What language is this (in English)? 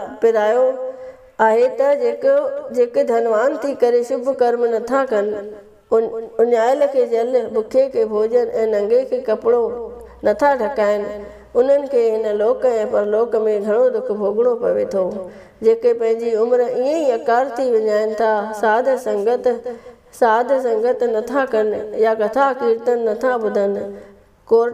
Sindhi